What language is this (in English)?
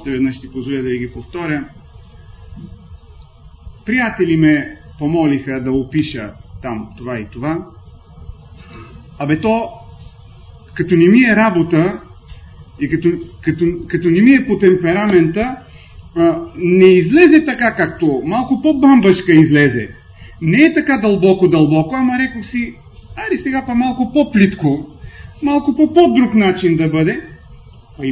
Bulgarian